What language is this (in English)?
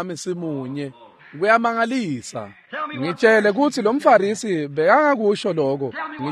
Swati